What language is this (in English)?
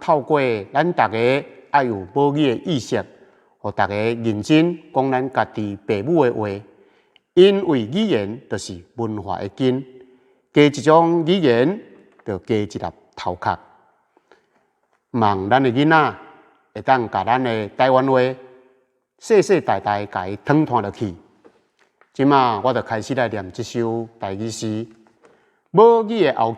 Min Nan Chinese